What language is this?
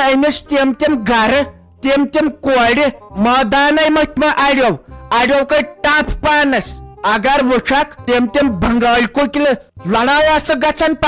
Kashmiri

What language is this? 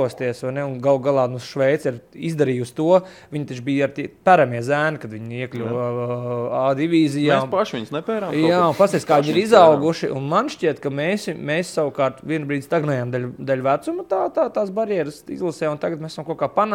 Latvian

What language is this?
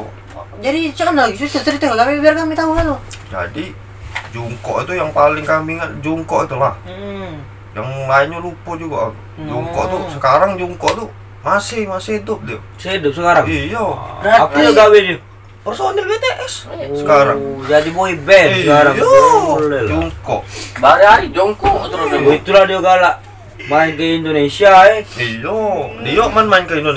Musi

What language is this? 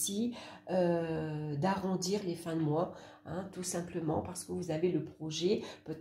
French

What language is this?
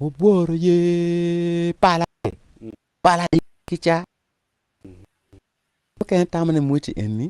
Acoli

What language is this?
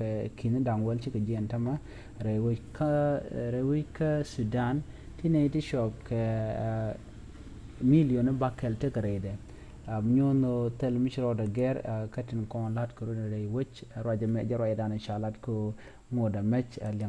Nuer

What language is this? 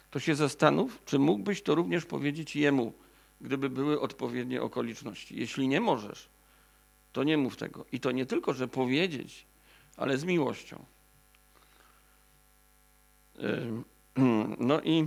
Polish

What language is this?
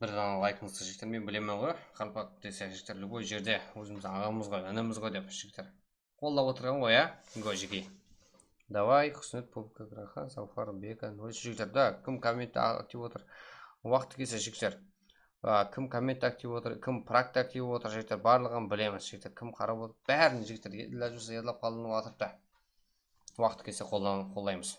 Kara-Kalpak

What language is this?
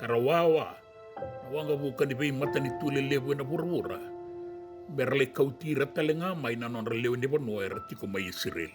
Fijian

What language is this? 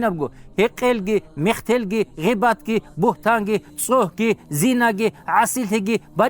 Avaric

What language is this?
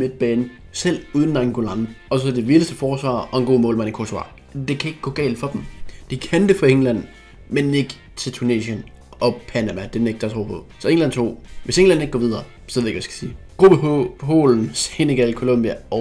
Danish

